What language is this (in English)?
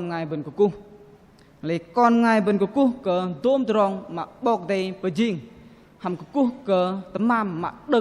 Bahnar